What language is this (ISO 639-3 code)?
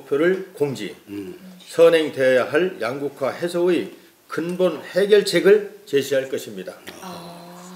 kor